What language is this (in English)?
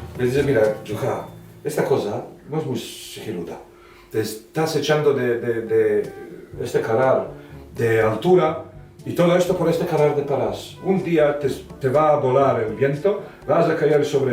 Ladino